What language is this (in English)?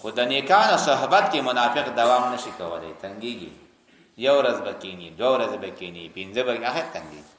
Pashto